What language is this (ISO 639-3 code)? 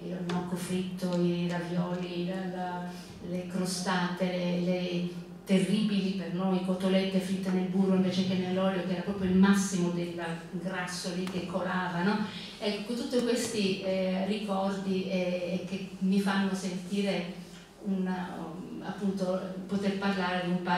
ita